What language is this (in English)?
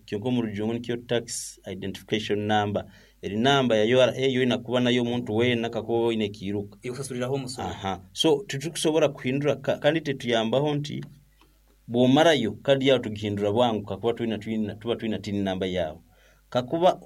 Nyoro